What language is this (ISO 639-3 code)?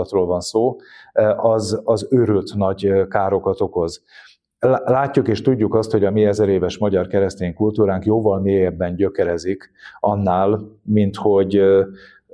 hun